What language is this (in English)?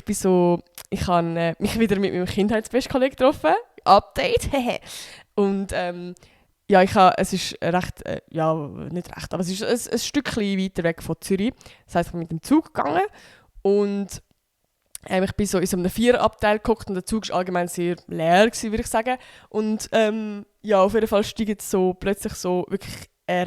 Swiss German